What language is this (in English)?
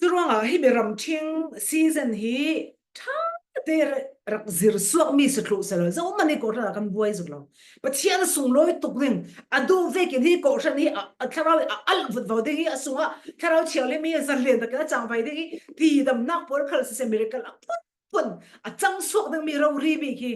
Falam Chin